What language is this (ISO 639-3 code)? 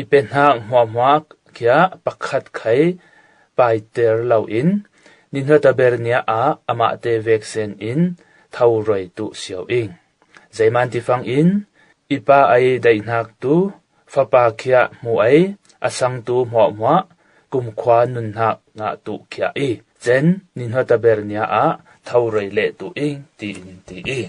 cfm